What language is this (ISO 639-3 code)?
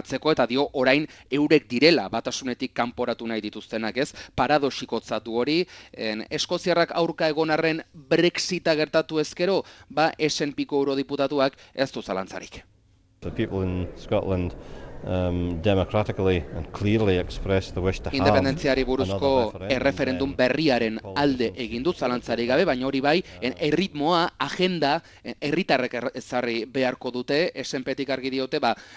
eus